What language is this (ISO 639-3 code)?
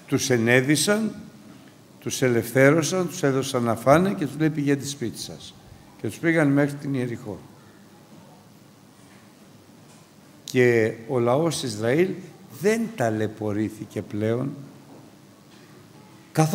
ell